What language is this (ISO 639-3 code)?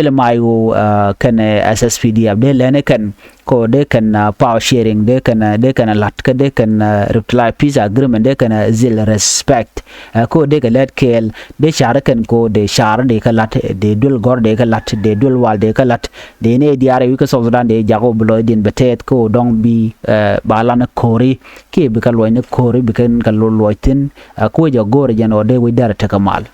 nus